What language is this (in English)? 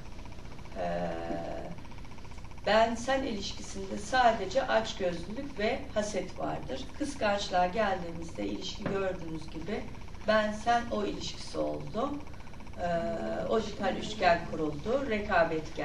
Turkish